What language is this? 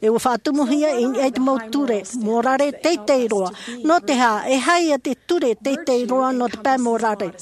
Tahitian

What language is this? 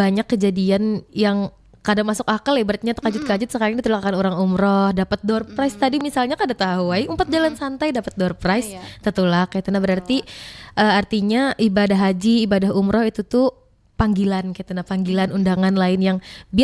Banjar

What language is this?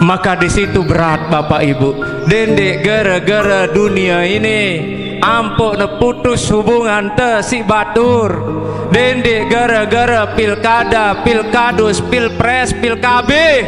Sasak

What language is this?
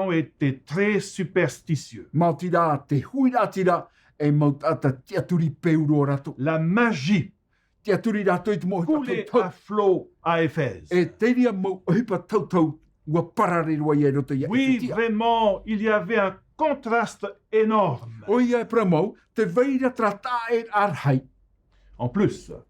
Tahitian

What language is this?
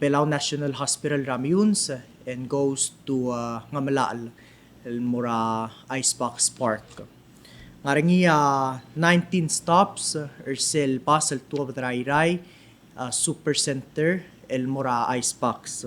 Palauan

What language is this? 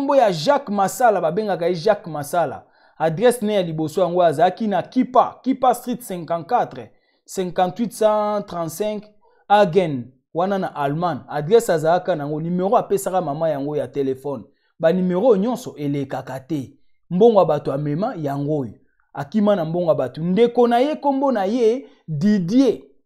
Lingala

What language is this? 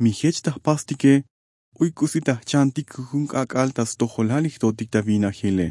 Tzotzil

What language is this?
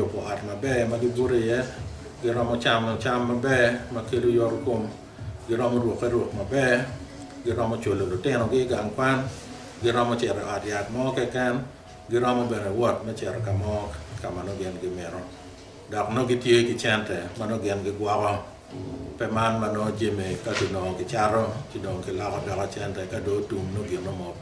Acoli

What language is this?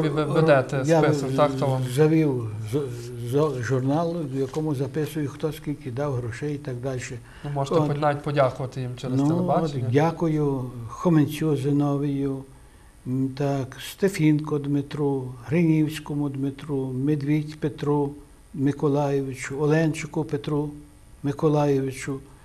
Ukrainian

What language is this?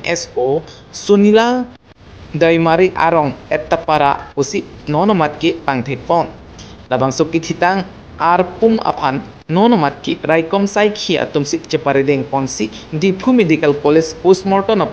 Karbi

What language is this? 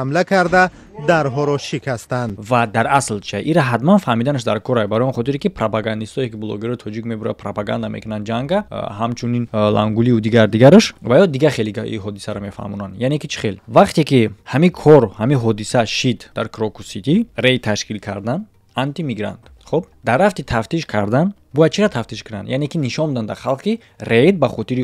Tajik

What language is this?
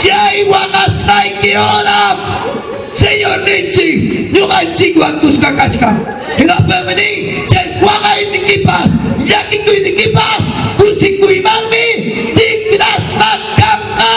Ayacucho Quechua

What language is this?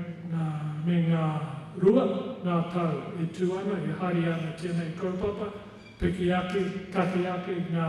Māori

